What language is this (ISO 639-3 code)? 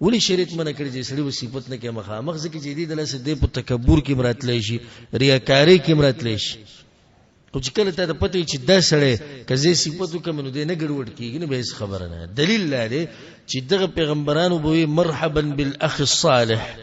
pus